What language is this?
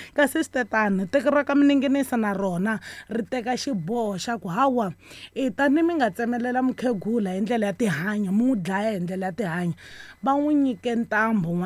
Tsonga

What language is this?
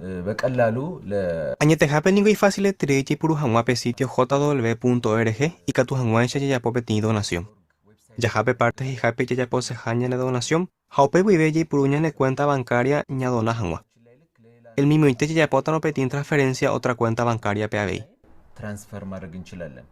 Guarani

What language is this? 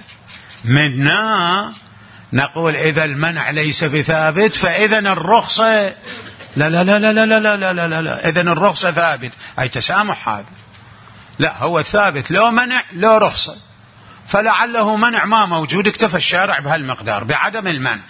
Mesopotamian Arabic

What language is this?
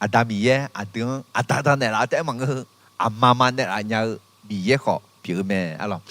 Akha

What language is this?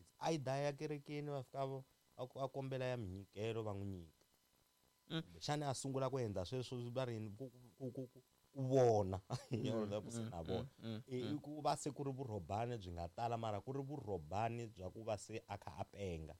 Tsonga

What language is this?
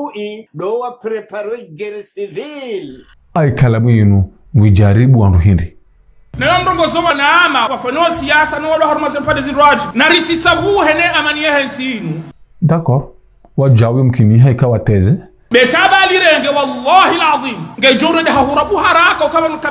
Ngazidja Comorian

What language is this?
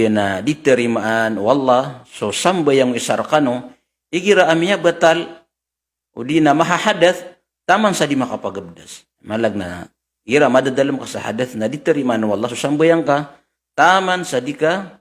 Maranao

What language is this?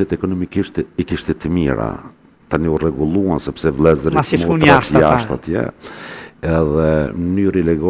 Albanian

